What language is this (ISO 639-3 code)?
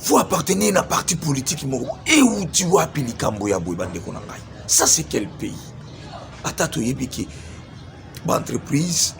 lin